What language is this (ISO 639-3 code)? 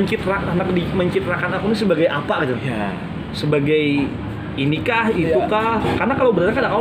bjn